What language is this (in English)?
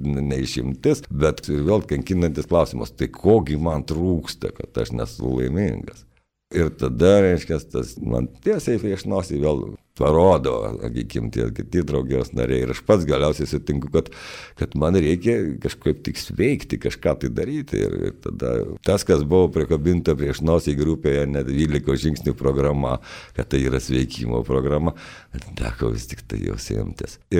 Lithuanian